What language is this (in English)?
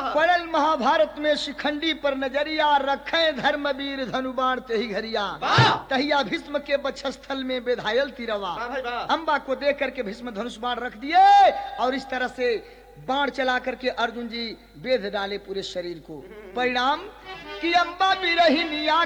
Bhojpuri